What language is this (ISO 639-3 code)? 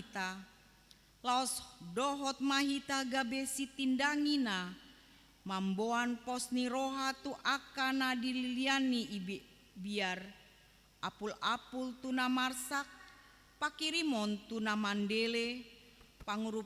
bbc